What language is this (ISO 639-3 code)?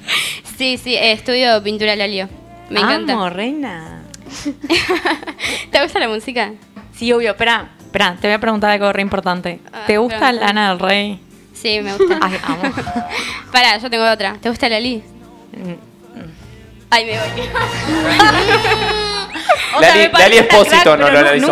spa